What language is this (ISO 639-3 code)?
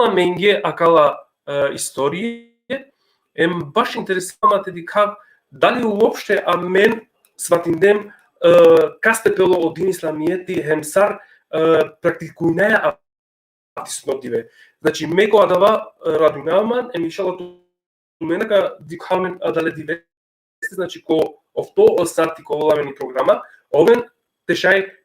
rmn